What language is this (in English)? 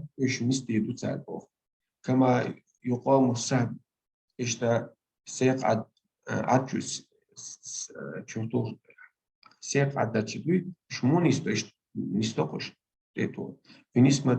Chechen